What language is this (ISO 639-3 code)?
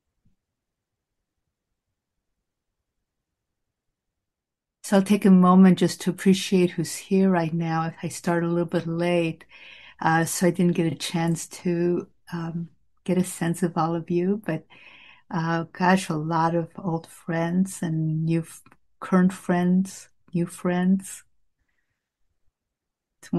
eng